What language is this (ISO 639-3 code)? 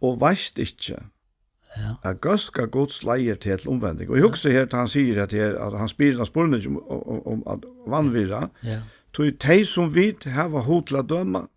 fao